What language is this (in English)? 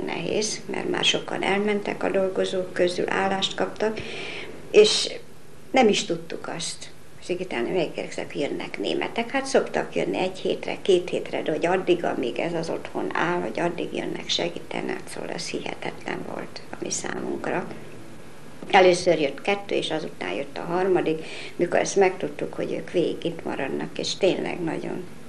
Hungarian